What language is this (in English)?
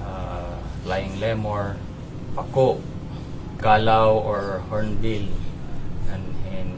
Waray